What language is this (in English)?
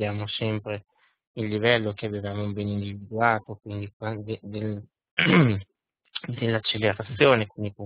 Italian